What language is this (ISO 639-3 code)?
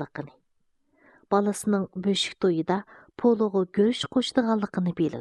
uig